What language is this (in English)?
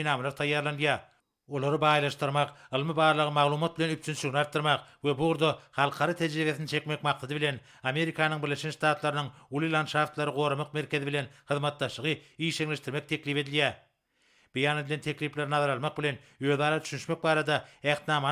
Turkmen